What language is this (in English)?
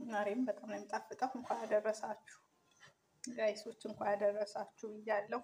Amharic